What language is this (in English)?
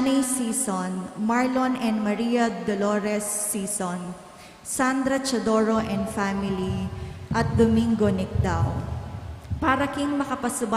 Pampanga